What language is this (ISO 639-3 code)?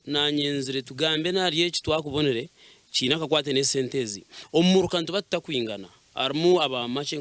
nyn